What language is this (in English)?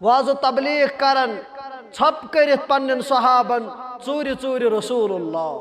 Kashmiri